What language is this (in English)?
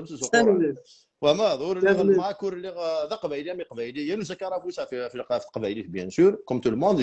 Kabyle